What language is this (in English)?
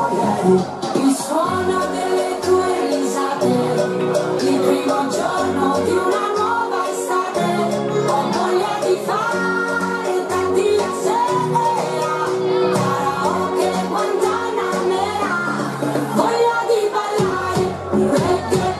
Italian